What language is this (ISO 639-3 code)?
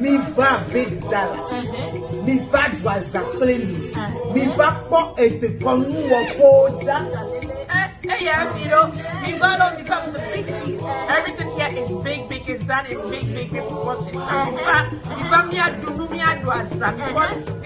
ewe